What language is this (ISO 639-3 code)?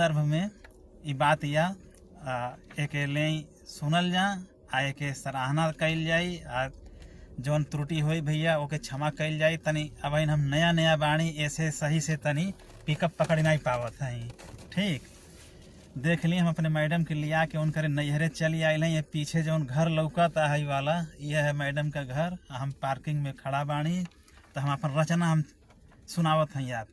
bho